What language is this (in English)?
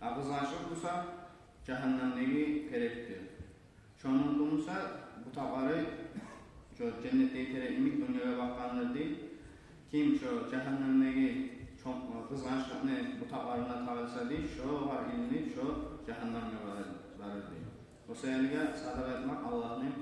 Kumyk